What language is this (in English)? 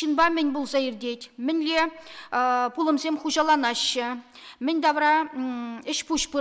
Chuvash